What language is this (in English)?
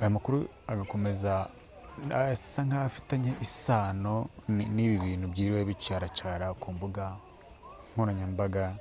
Kinyarwanda